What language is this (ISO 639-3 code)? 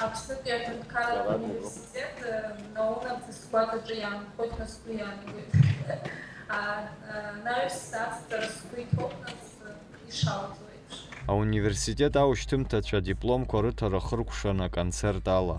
abk